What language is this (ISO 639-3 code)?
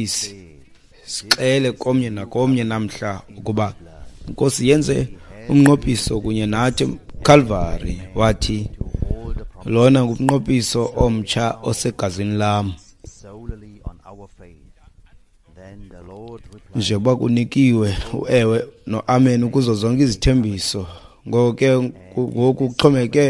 xho